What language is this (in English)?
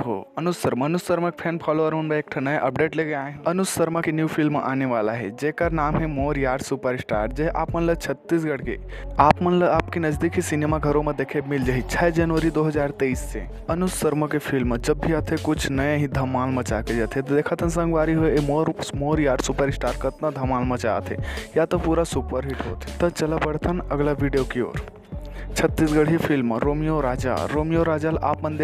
Chhattisgarhi